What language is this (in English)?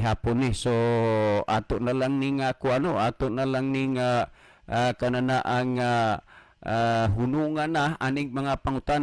Cebuano